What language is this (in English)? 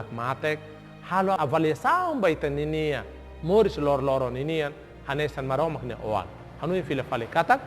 Tetum